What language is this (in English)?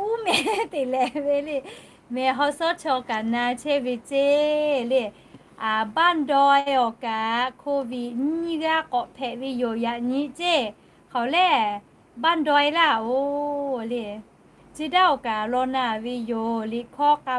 Lahu